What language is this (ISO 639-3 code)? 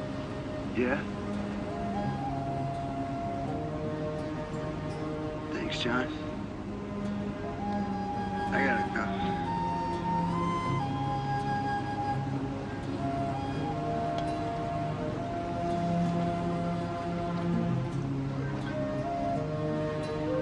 eng